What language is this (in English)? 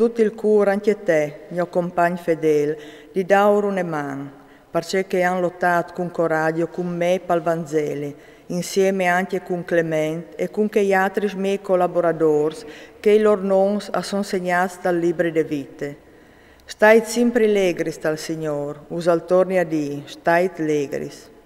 Friulian